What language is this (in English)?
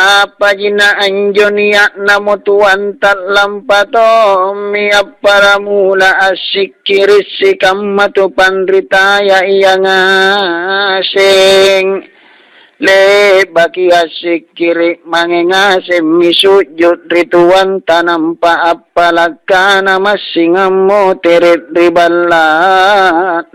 Makasar